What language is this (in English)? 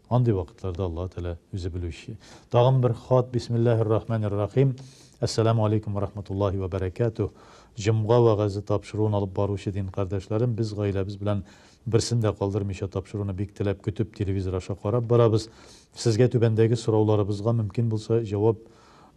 Tatar